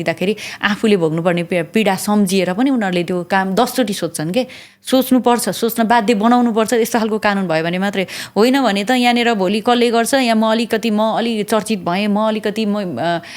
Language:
Nepali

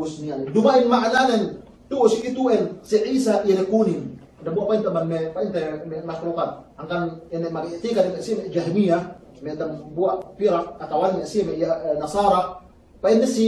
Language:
Yakan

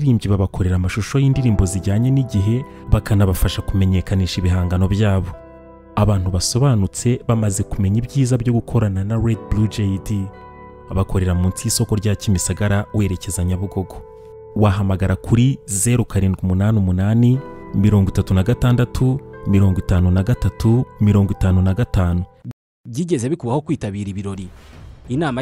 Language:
Kinyarwanda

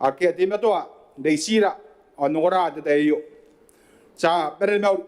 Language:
Gilbertese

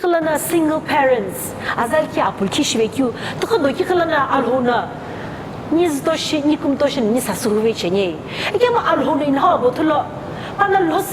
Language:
Sumi Naga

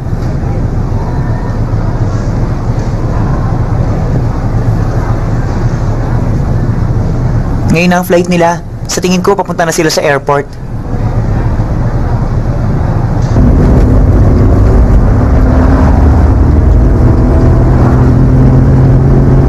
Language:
Filipino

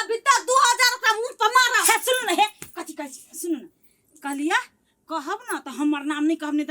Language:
Maithili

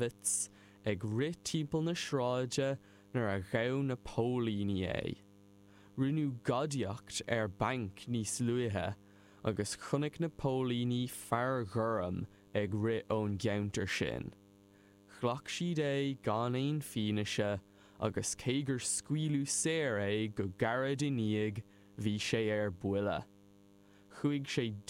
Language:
Irish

